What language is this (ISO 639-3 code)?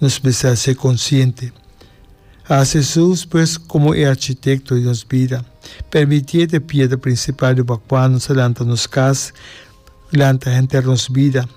pap